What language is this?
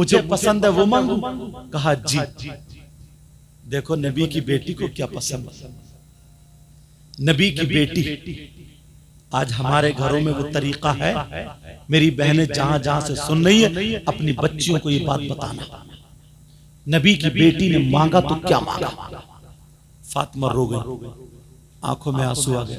Hindi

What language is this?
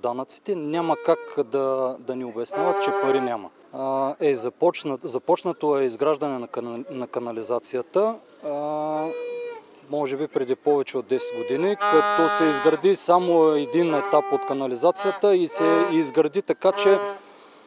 Bulgarian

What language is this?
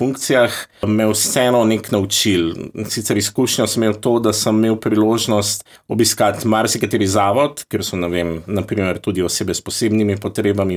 Slovenian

